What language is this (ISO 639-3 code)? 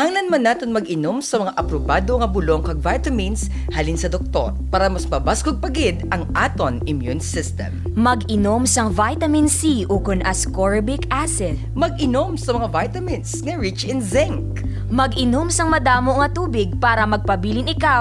hil